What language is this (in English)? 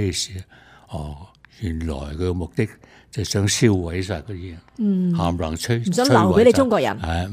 Cantonese